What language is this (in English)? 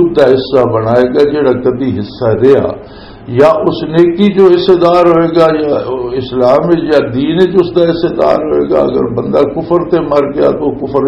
Western Panjabi